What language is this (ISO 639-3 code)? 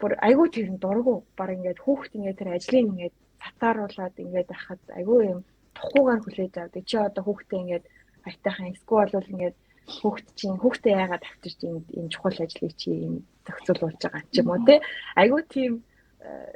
mon